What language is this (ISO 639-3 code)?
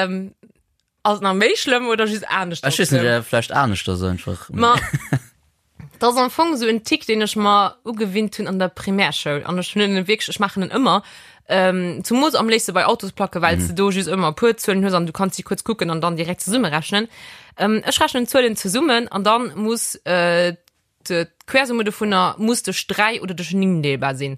ltz